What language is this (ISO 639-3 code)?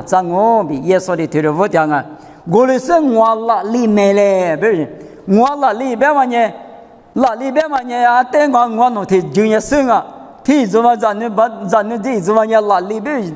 lis